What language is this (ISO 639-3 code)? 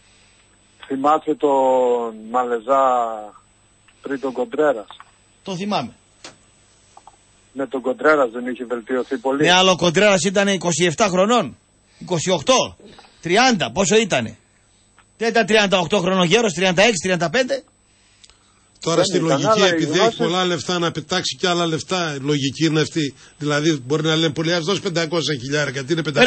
ell